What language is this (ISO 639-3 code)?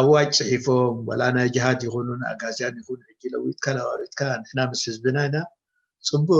tir